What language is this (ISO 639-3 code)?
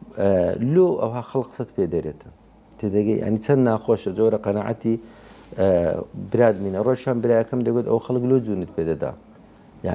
ckb